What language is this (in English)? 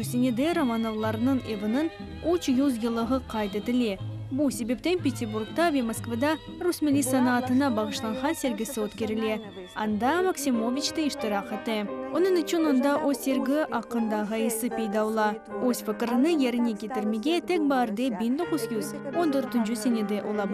Crimean Tatar